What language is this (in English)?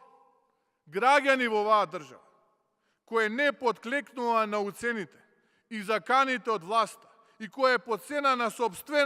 Macedonian